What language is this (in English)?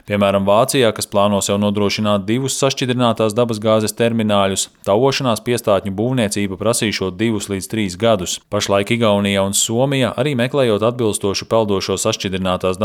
Latvian